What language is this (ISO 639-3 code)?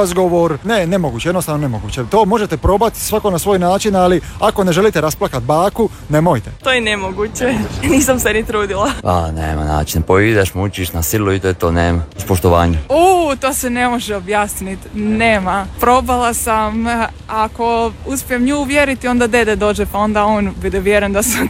hrv